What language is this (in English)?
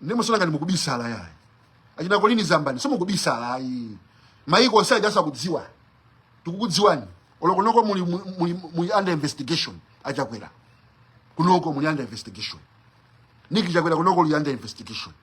Nyanja